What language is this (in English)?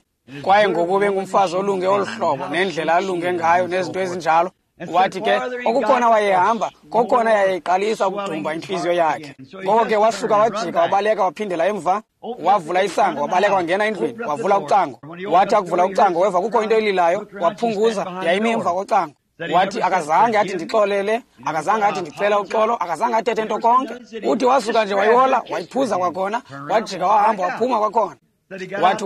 Xhosa